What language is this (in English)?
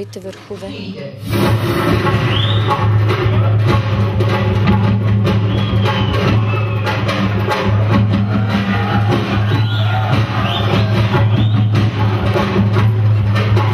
Bulgarian